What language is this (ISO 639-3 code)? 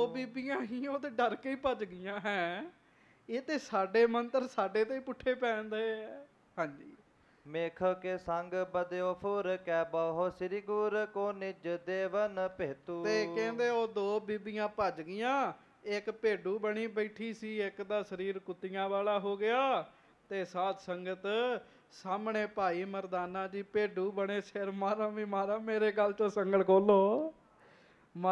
pan